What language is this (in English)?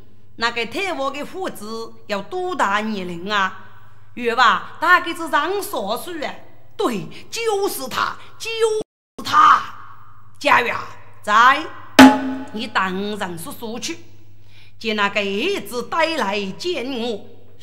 Chinese